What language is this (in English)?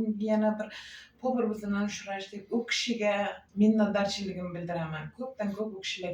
Uzbek